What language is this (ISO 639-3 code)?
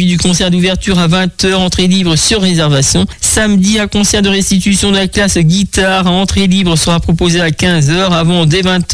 fra